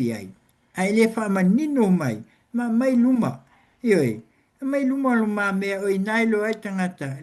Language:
Samoan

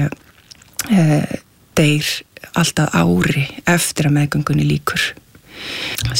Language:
Icelandic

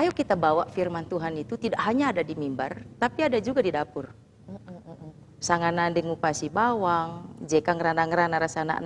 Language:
Batak Karo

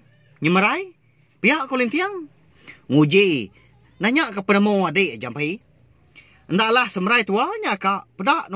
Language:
Iban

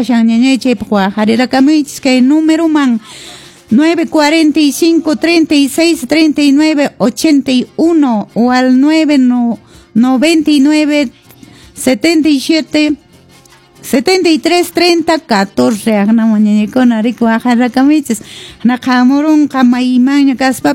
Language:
Quechua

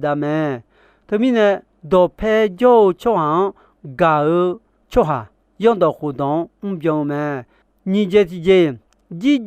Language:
Akha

